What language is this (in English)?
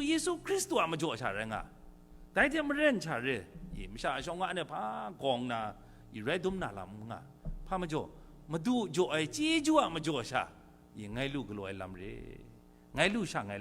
Kachin